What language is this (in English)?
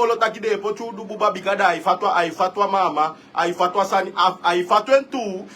Sranan Tongo